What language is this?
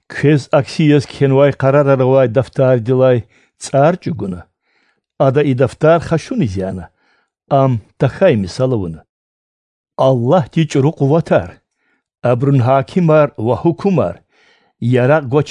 Lezghian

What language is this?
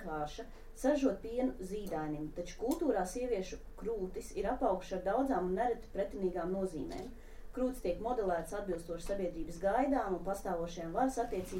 Latvian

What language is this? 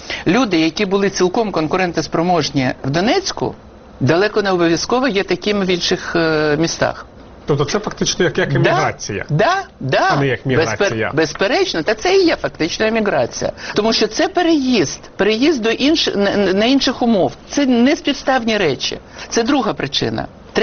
Ukrainian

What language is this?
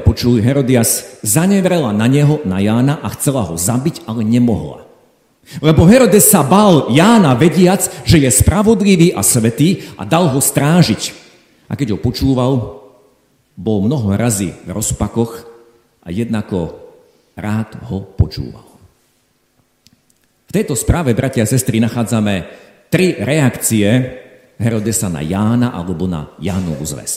Slovak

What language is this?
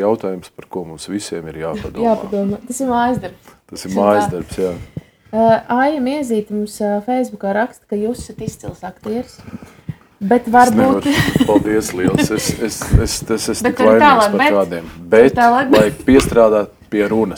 Latvian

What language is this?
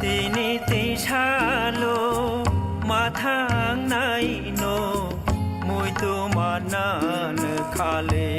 Kok Borok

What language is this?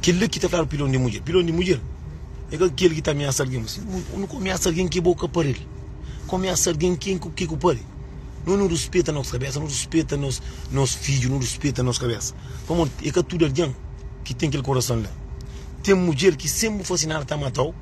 Kabuverdianu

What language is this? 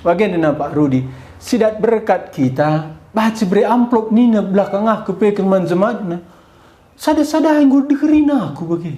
Batak Karo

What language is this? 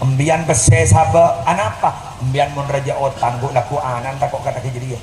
Madurese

